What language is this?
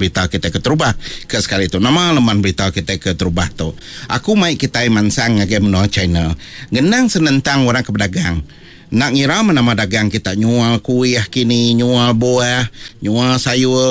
Iban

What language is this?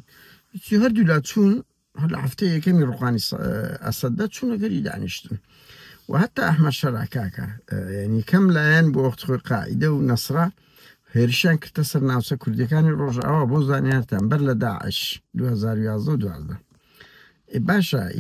Central Kurdish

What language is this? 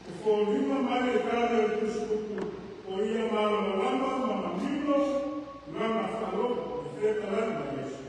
Samoan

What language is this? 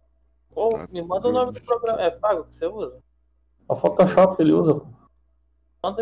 Portuguese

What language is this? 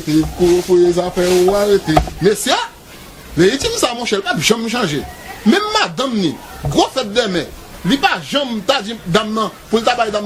Haitian Creole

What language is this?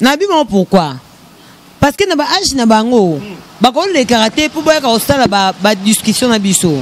Lingala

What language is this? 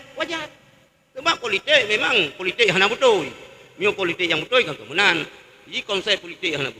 Achinese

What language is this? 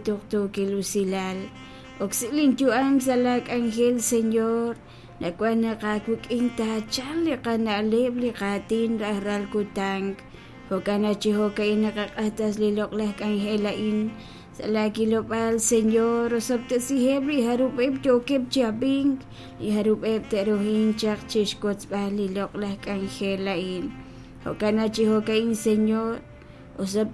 Kekchí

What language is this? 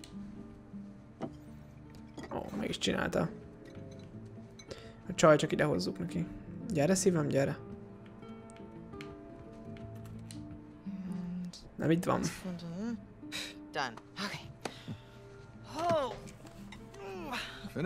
Hungarian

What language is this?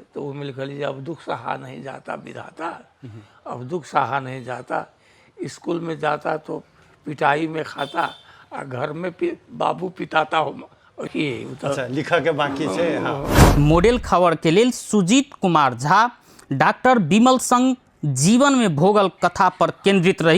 Maithili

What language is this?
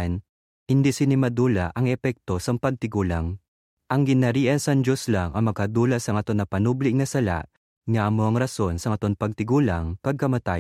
Hiligaynon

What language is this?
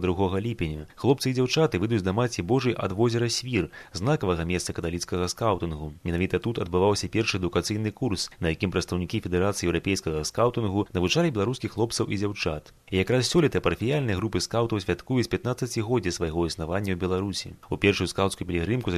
Belarusian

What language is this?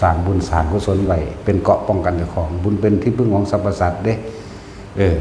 Northeastern Thai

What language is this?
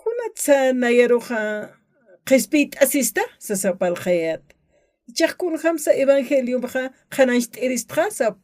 Aymara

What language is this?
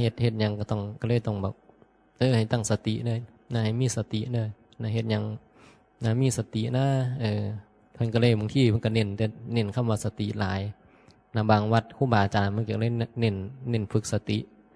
Northeastern Thai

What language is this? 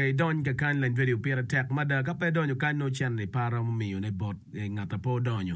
Acoli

